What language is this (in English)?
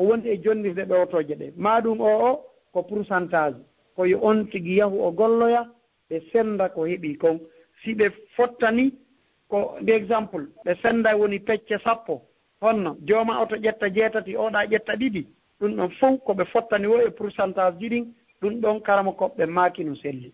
Fula